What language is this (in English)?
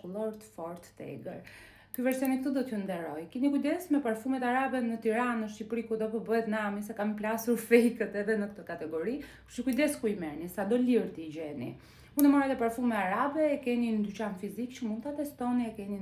Albanian